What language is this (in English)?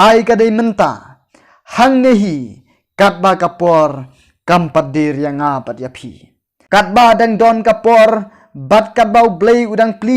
Khasi